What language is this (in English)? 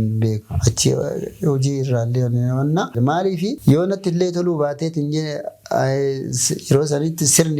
Oromo